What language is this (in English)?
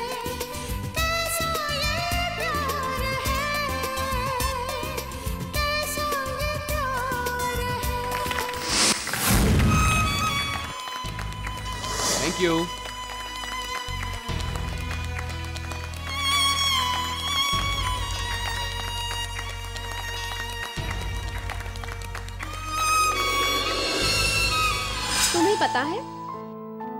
Hindi